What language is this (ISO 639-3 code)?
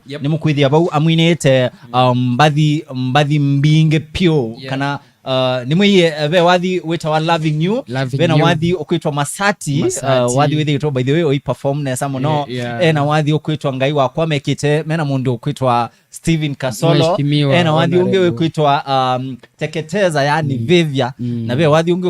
kam